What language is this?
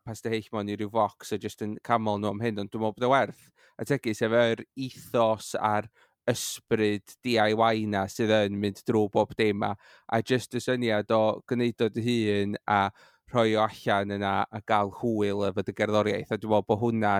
Welsh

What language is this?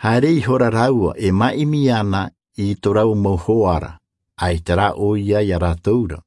Tahitian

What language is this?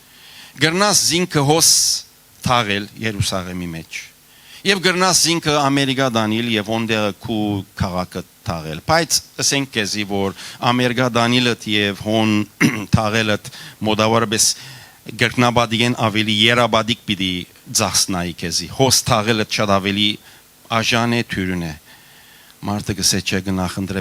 Western Armenian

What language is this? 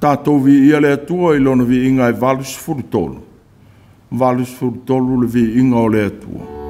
Samoan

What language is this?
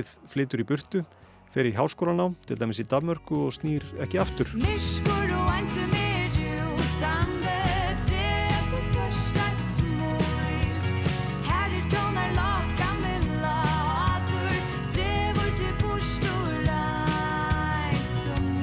Icelandic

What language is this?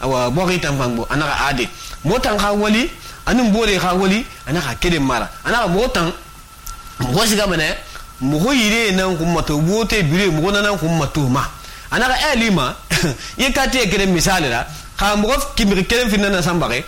Susu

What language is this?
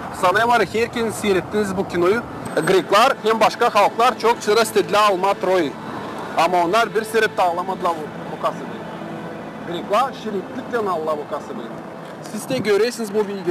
Gagauz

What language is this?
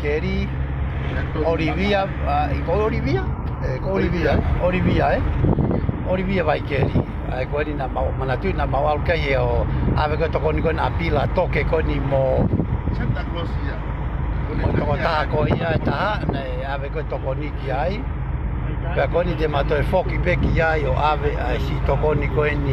Tongan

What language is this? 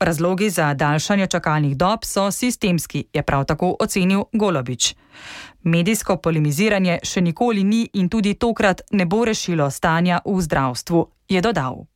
Slovenian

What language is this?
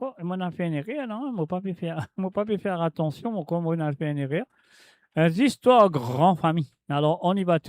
Morisyen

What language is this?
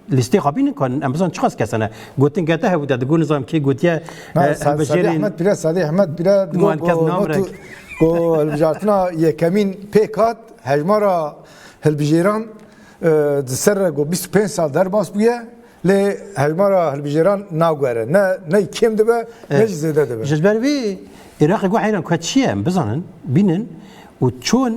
Kurdish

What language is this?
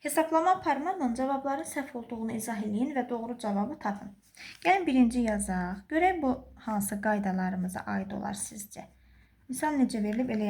Azerbaijani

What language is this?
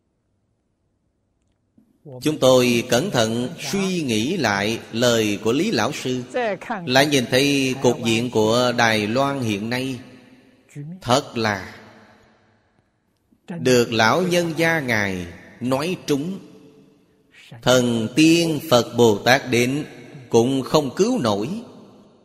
Vietnamese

